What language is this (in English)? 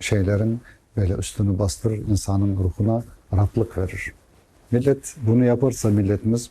Crimean Tatar